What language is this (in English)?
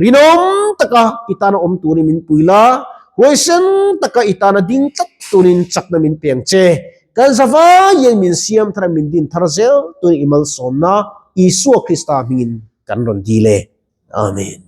Mizo